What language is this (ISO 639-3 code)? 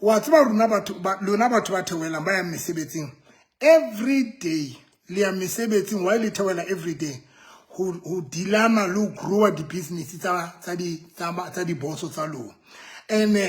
sot